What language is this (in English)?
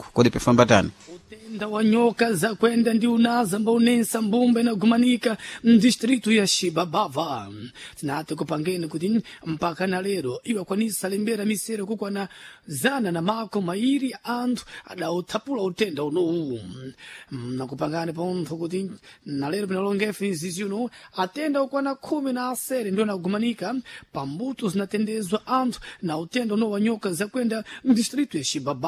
Sena